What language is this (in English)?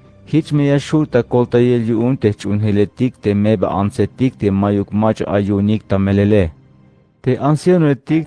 Tzeltal